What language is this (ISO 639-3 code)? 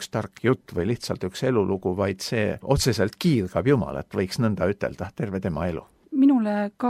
est